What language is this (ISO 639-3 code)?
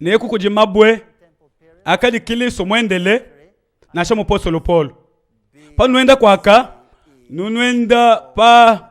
lua